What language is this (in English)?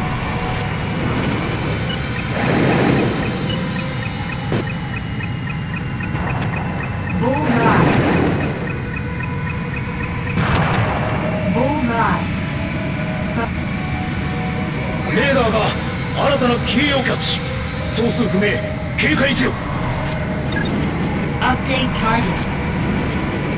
Japanese